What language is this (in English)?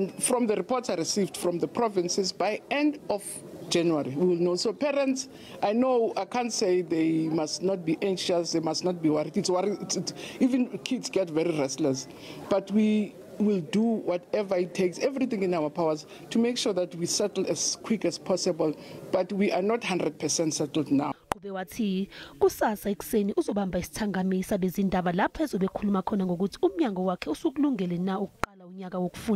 Zulu